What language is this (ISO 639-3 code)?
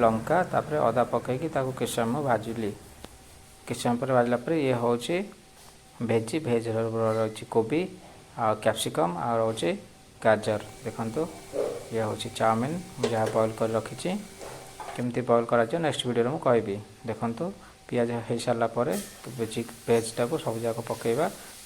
ori